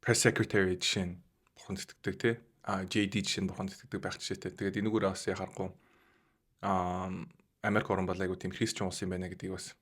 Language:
Mongolian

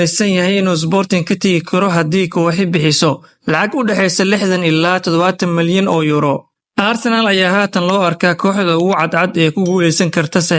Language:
Somali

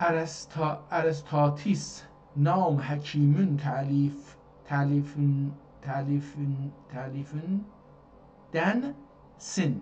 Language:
South Azerbaijani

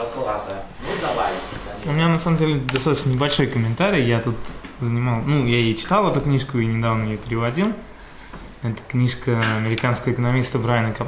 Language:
Russian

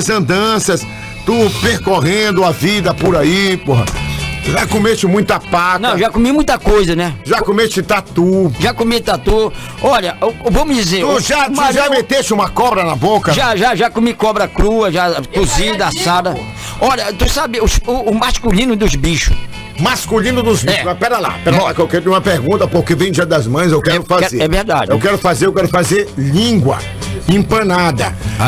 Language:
Portuguese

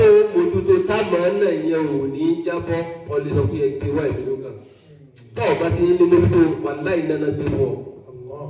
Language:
Yoruba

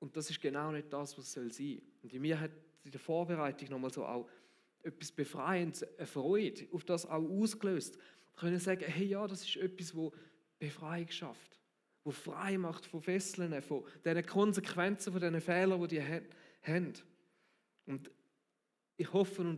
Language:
Swiss German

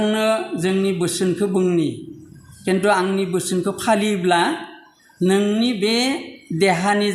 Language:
Bodo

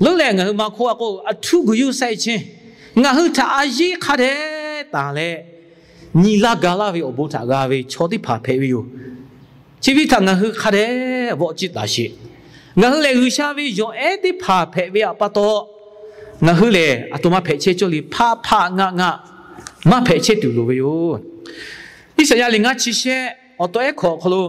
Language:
Lahu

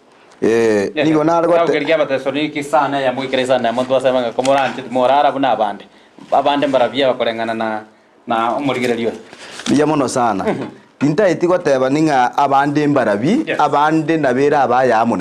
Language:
Gusii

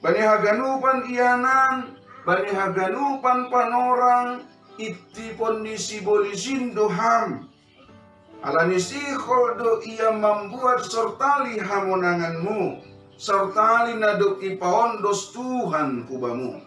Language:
Batak Simalungun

